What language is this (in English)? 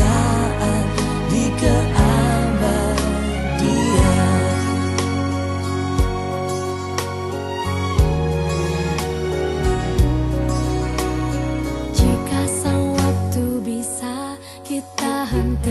Indonesian